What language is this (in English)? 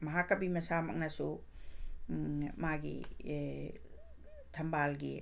Manipuri